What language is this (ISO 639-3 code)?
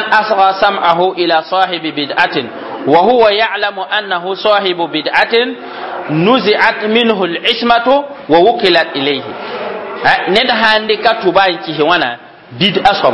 mos